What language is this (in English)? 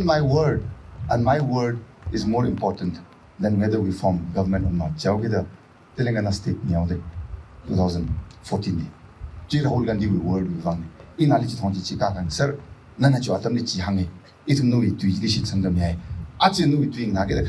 Tangkhul Naga (India)